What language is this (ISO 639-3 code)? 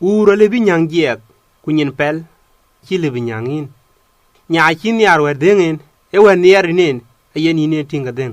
din